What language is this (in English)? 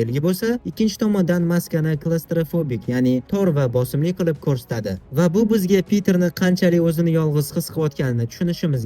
Uzbek